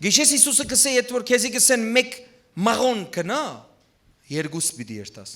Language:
Western Armenian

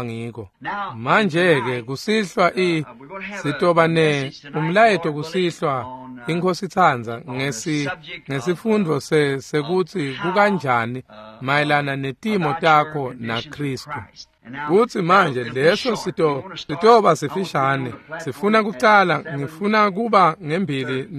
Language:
Swati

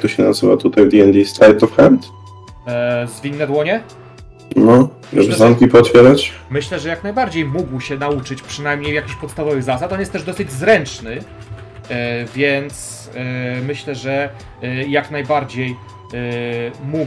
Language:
Polish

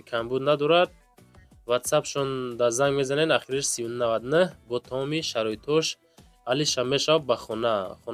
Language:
Tajik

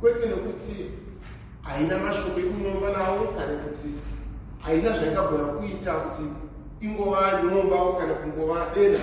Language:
Shona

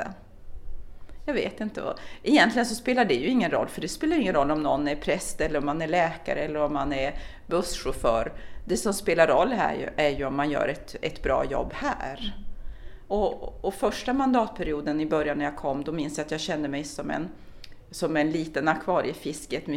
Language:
Swedish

